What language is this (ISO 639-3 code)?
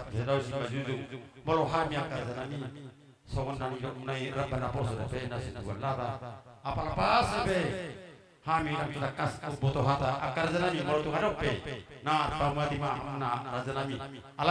bbc